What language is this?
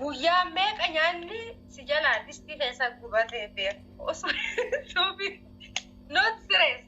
Oromo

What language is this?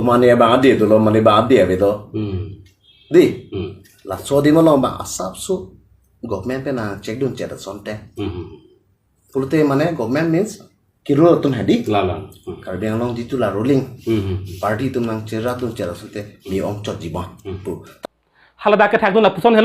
Karbi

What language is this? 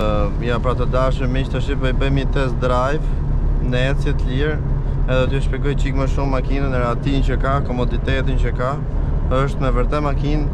Albanian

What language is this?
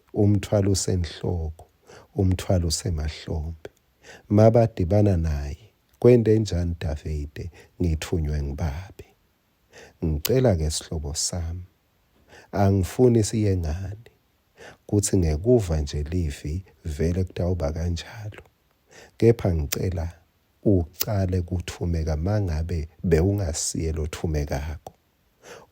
Swati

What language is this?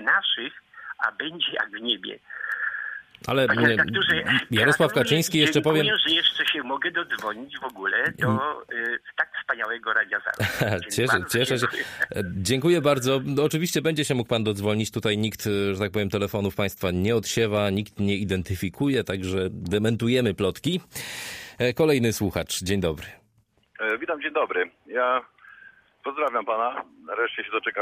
Polish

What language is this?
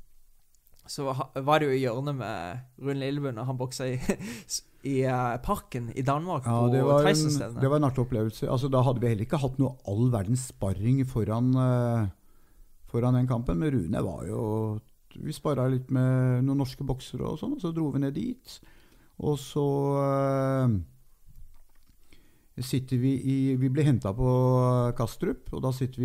Norwegian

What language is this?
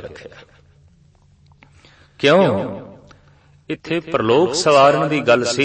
Punjabi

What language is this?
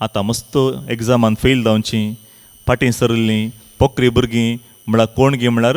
Konkani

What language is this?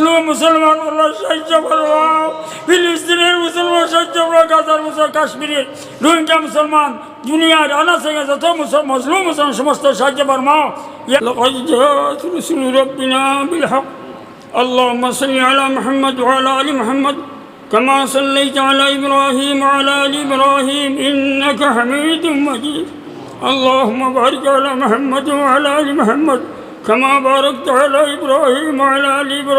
Sylheti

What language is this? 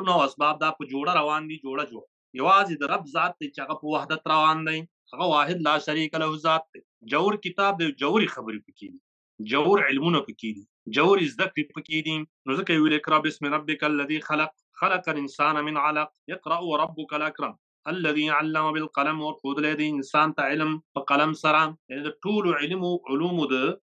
Pashto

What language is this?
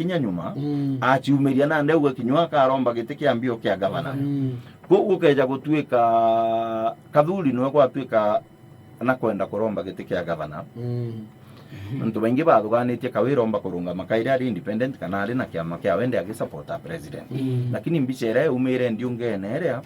Meru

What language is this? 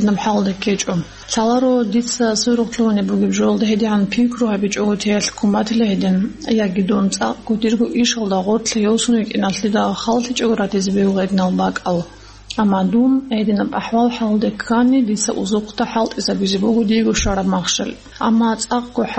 Avaric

